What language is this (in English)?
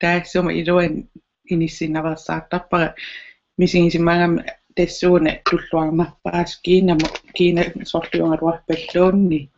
Kalaallisut